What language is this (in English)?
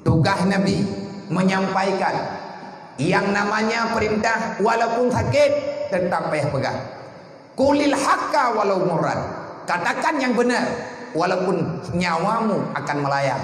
Achinese